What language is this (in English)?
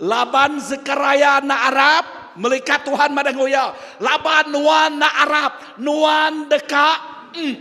Iban